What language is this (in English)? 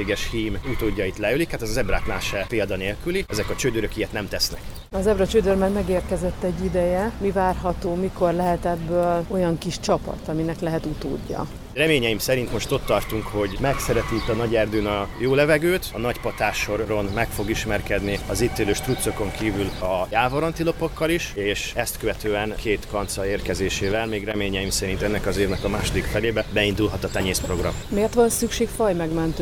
Hungarian